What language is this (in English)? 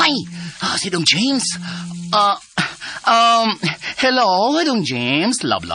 Cebuano